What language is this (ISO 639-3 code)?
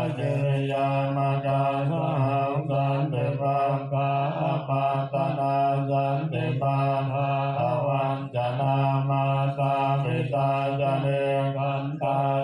pli